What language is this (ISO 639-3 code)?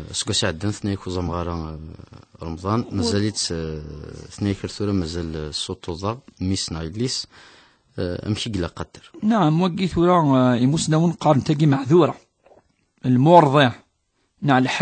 kab